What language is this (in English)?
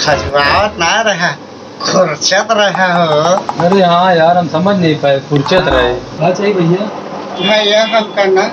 Awadhi